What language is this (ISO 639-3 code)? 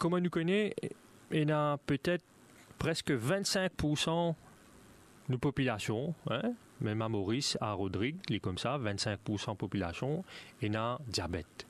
mfe